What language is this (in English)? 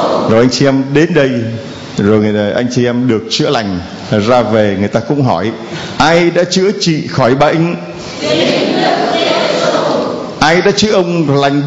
Vietnamese